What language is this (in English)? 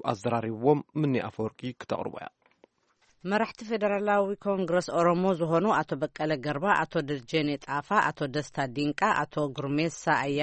Tigrinya